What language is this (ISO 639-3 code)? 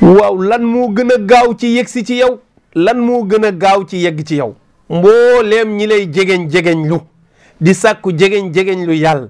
wol